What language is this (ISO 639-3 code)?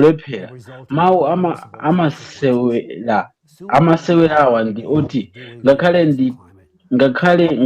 nya